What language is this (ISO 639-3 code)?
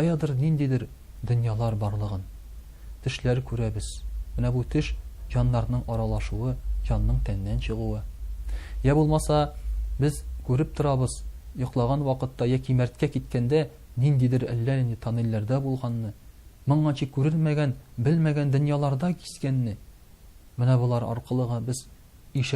tat